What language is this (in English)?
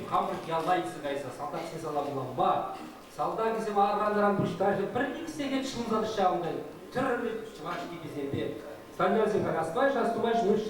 Chuvash